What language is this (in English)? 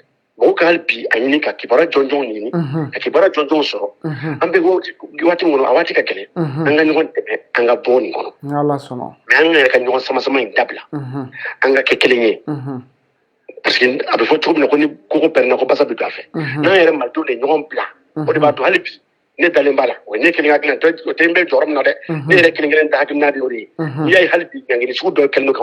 Bambara